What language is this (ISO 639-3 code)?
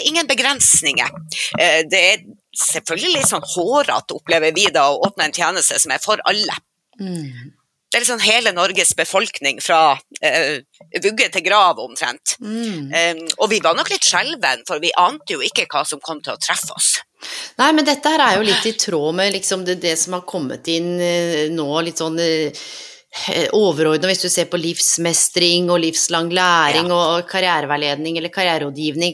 nor